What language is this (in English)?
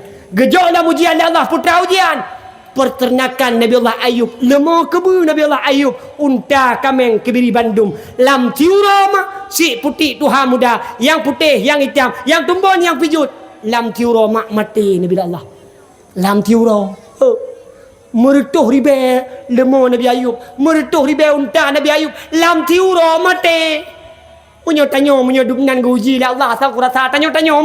Achinese